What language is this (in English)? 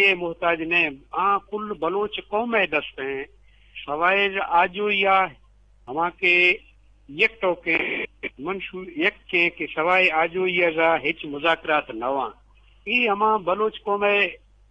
Eastern Balochi